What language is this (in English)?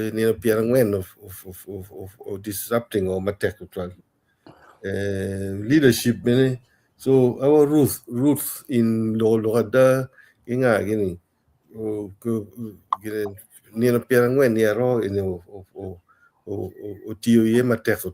Acoli